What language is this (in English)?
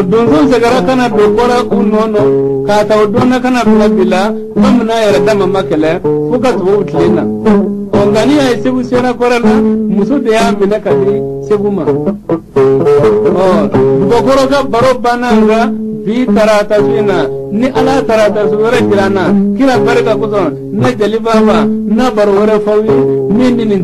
Bambara